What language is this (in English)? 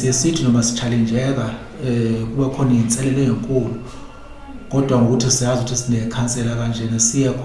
Zulu